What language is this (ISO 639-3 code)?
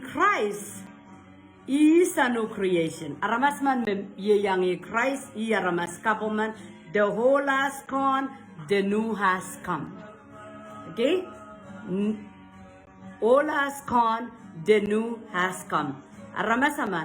pon